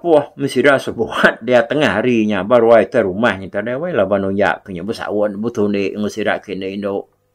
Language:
Iban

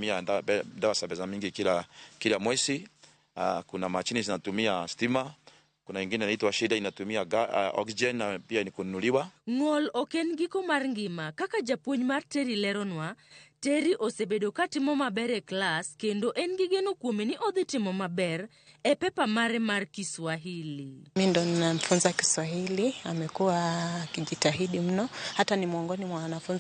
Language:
Luo (Kenya and Tanzania)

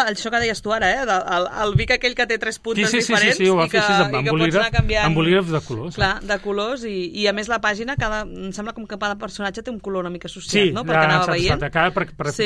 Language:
Catalan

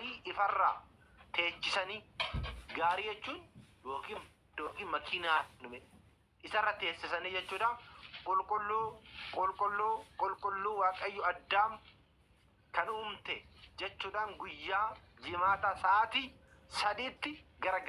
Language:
Oromo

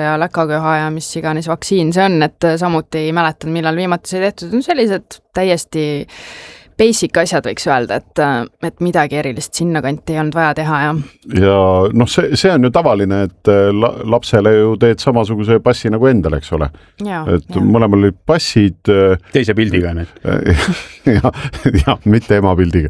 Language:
Estonian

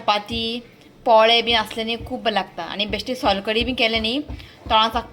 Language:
Konkani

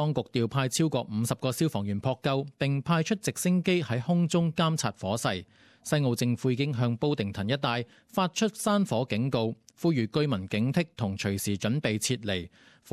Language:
Cantonese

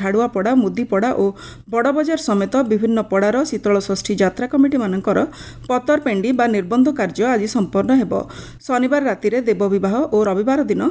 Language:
Odia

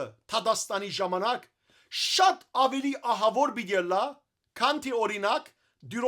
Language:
Western Armenian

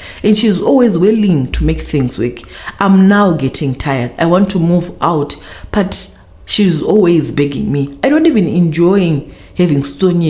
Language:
Shona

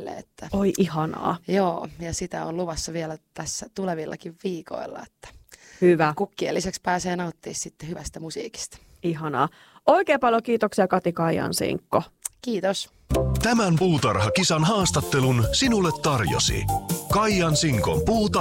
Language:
Finnish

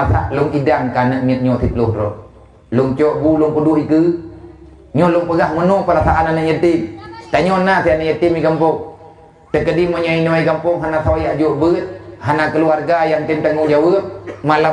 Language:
Achinese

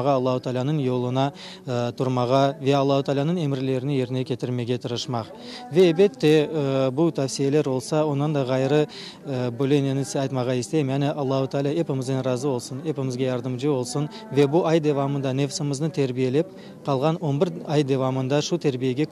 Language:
Crimean Tatar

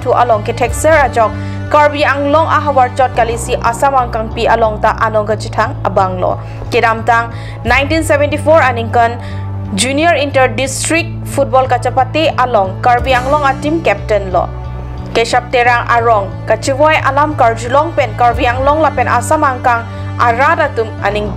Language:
Karbi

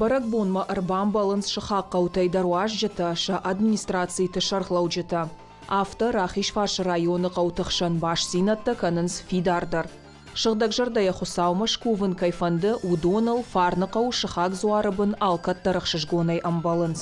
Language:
Ossetic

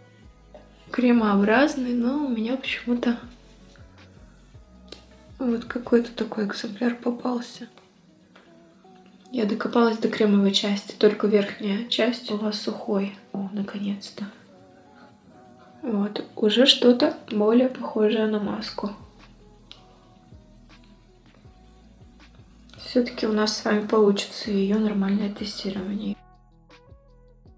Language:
Russian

